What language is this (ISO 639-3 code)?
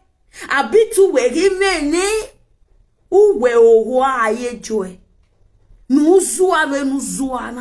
pcm